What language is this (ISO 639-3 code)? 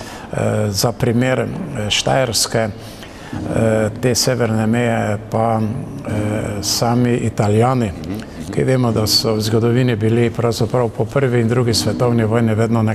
slv